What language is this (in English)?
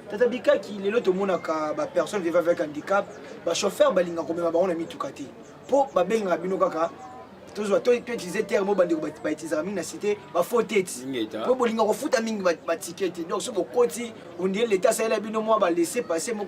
Lingala